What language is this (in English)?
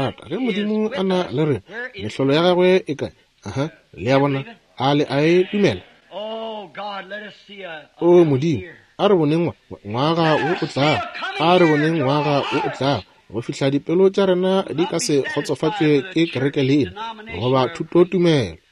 Northern Sotho